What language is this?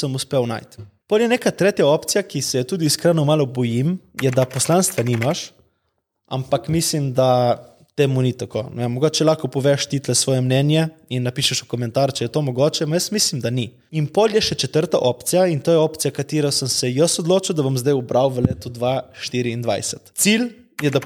Slovenian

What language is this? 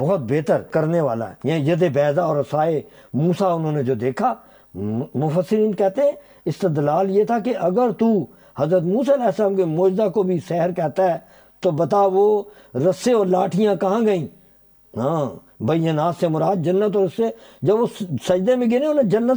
Urdu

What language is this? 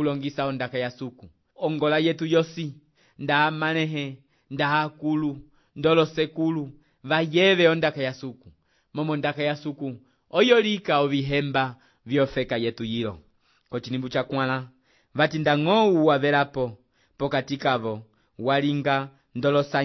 Umbundu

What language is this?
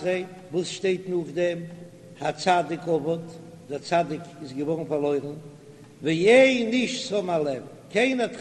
Yiddish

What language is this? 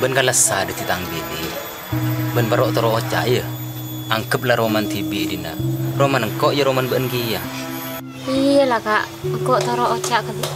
Madurese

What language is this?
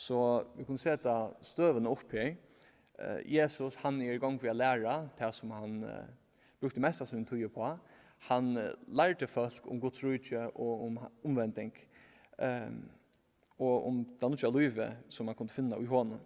Faroese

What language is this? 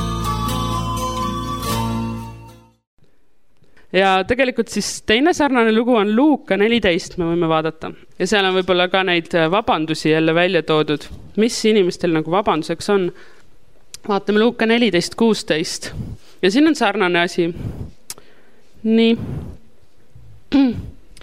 Estonian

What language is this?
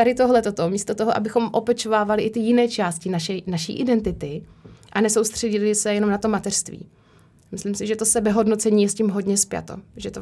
Czech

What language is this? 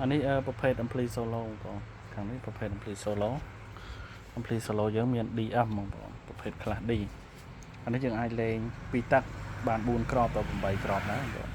Khmer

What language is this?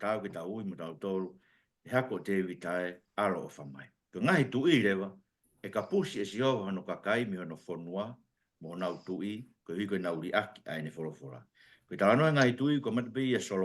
Tongan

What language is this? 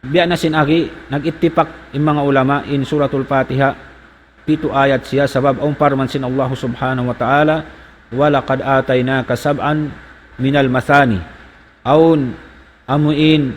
Tausug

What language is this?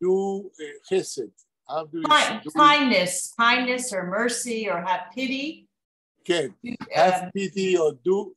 Yiddish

